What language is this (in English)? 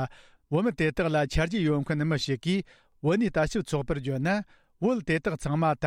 Tibetan